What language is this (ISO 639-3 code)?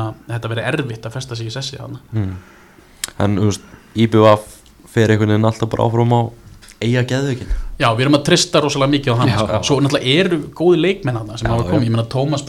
isl